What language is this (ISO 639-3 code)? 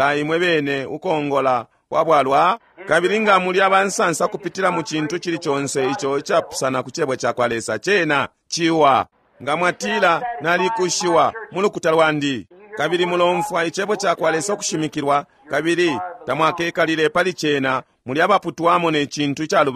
bem